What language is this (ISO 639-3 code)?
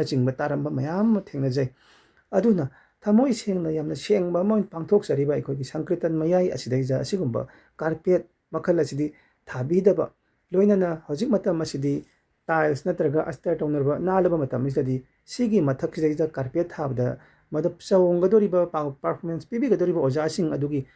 mni